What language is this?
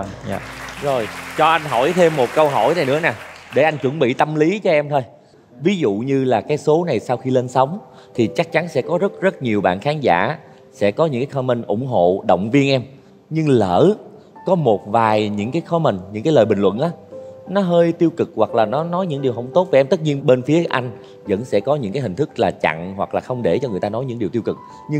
Vietnamese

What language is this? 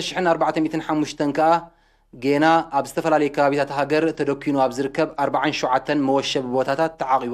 Tigrinya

